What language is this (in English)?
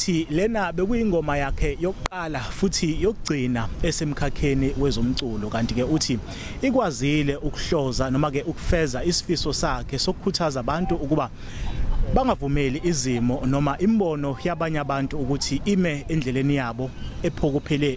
Zulu